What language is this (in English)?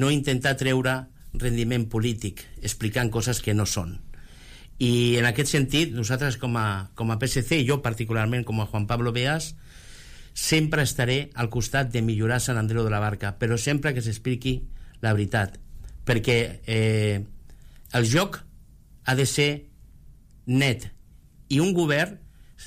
Catalan